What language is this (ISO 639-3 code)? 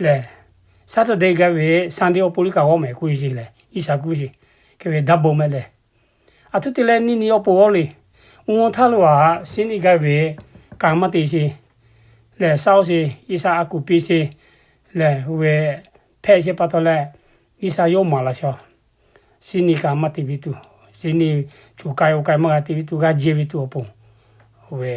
lhu